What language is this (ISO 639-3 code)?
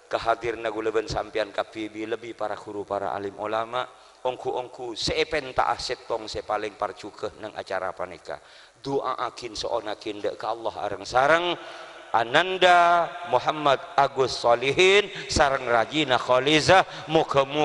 mad